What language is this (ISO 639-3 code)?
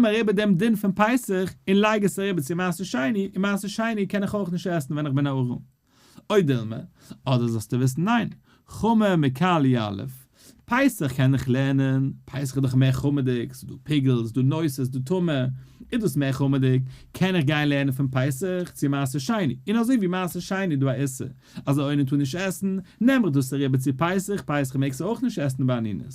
yid